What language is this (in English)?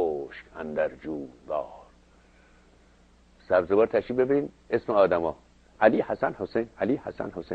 Persian